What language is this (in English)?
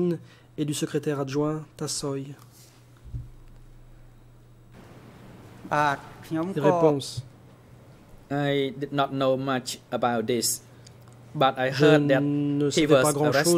French